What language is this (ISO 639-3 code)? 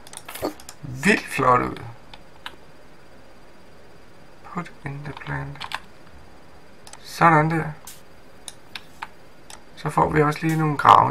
dan